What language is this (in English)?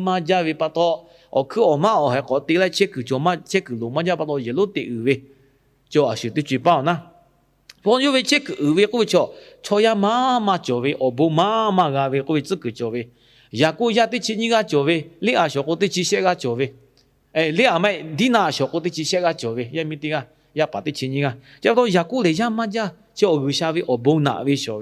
Lahu